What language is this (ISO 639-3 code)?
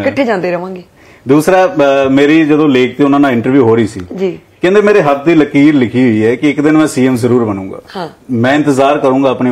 pan